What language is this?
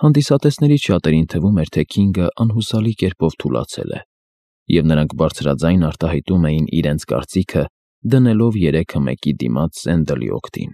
Armenian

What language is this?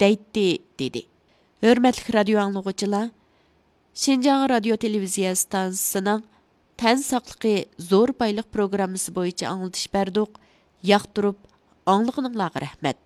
Uyghur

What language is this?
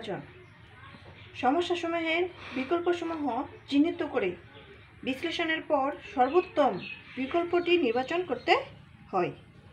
Bangla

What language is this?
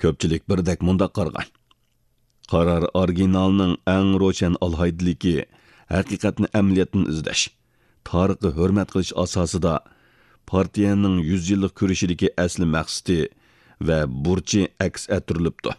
Uyghur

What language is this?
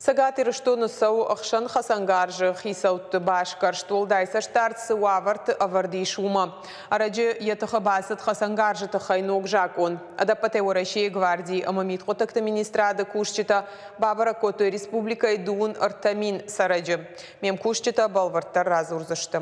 Ossetic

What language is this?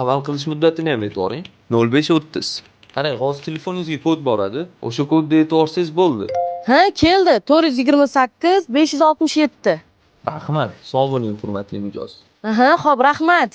Uzbek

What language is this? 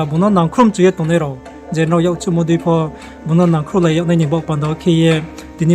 Riang (India)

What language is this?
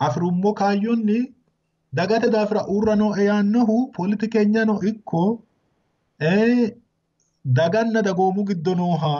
Sidamo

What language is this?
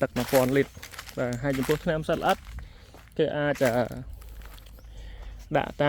Khmer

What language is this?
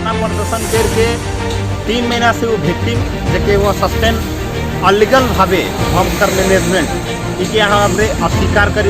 Sadri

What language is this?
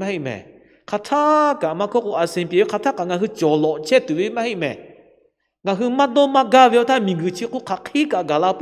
Lahu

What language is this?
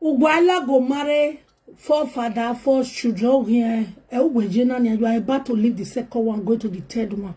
Nigerian Pidgin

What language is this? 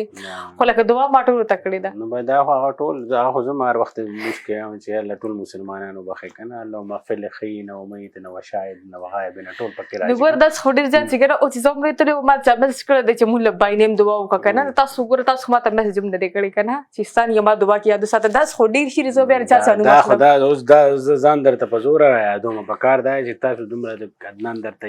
Pashto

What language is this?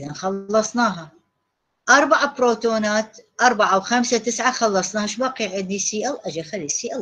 Mesopotamian Arabic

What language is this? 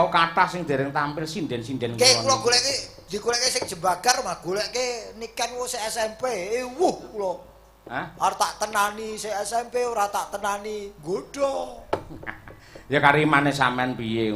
Javanese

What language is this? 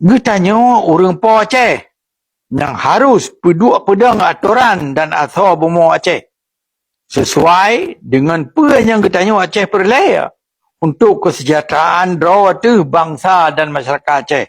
Achinese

